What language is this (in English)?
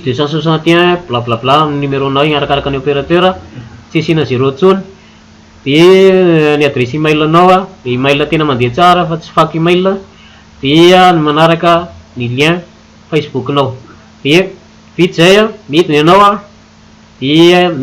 Malagasy